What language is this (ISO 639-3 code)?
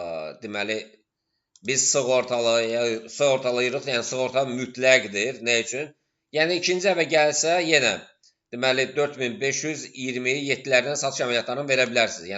aze